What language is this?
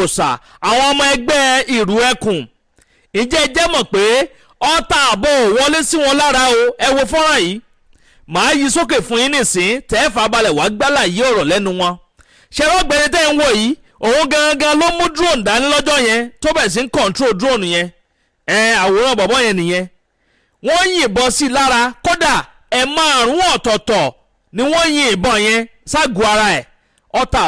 Yoruba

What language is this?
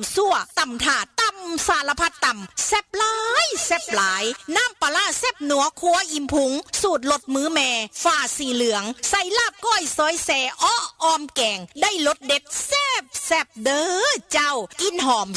Northeastern Thai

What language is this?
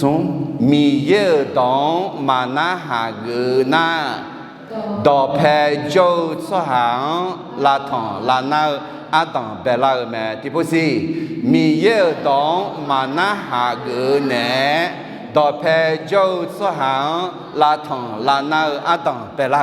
Akha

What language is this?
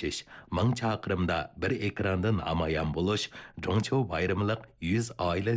Uyghur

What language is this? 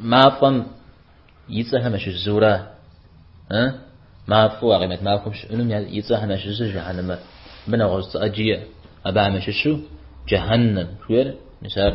Kabardian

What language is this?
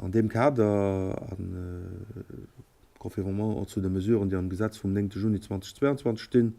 Luxembourgish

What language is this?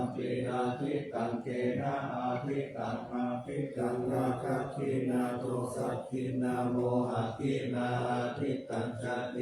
Pali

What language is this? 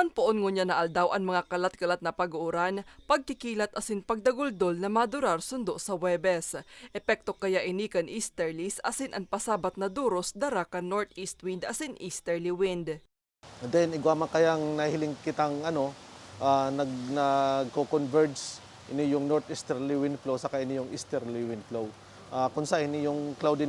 Bikol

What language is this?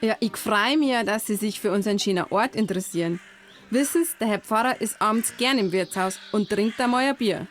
Bavarian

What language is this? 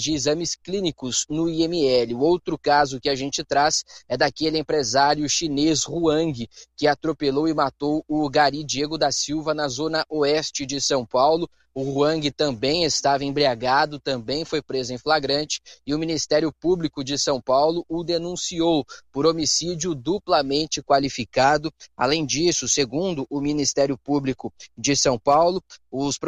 Portuguese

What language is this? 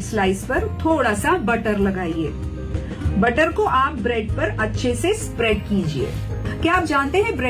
Hindi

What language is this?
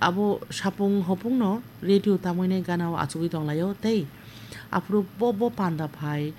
Kok Borok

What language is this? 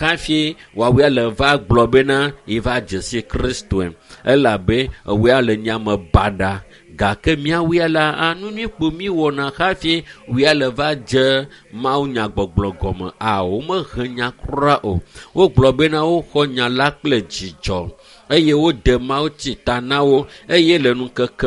Ewe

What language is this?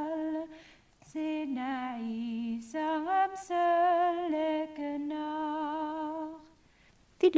Kabyle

